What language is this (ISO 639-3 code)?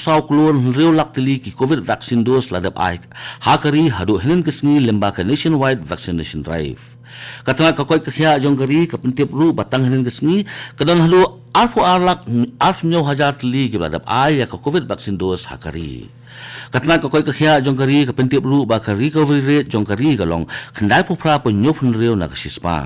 kha